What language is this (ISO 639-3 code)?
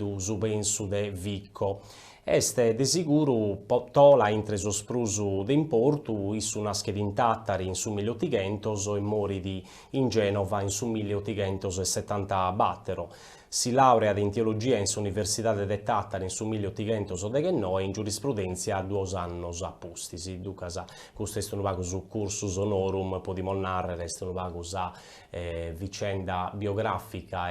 srd